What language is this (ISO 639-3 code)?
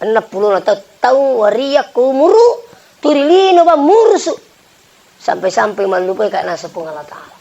bug